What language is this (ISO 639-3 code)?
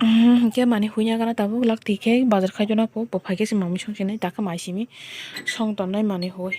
trp